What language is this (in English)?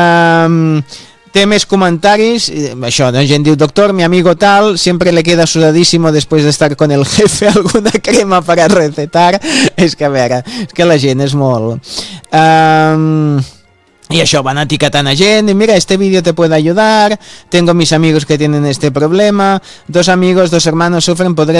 Catalan